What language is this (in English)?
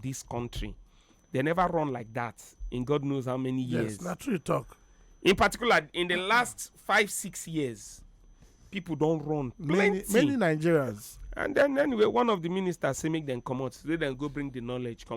Nigerian Pidgin